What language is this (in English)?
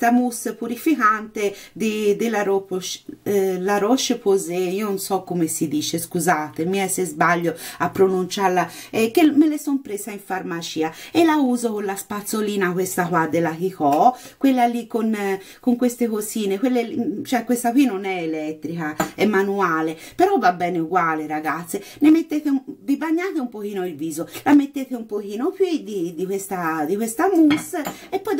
Italian